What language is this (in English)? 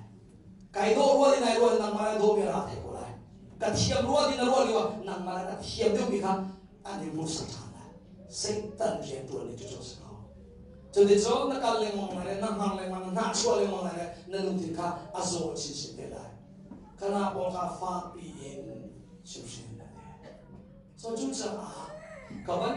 Hakha Chin